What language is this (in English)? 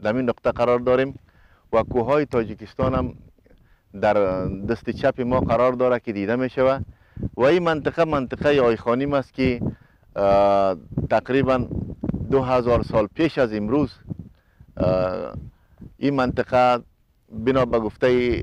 Persian